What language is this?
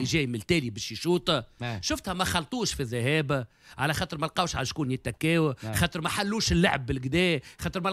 Tunisian Arabic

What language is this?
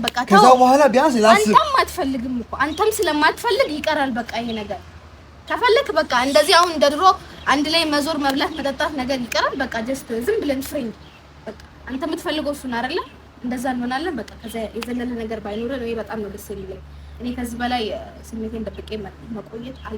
Amharic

